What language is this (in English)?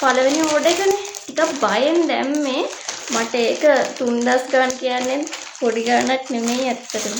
Sinhala